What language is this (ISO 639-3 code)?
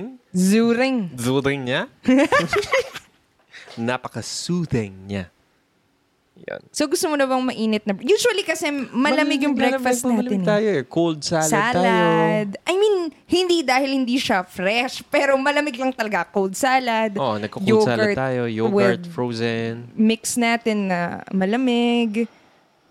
fil